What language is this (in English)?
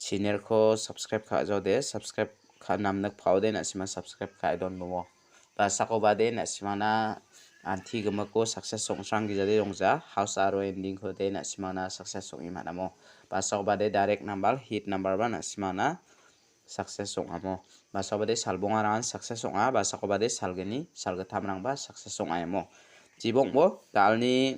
Garo